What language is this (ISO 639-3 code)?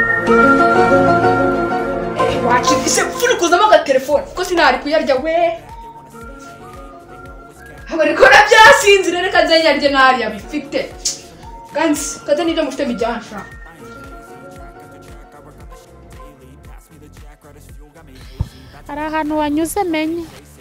kin